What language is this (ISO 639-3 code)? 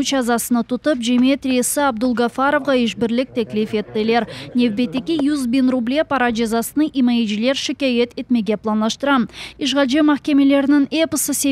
crh